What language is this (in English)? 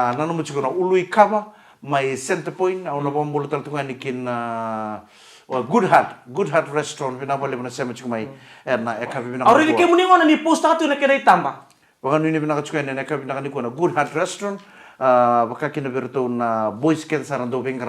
Fijian